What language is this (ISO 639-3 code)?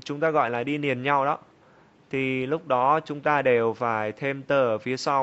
vie